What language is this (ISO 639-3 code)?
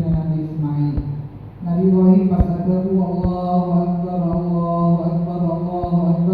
mad